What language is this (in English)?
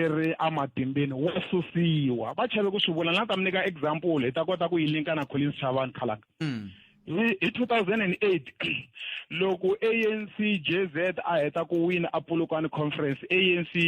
Tsonga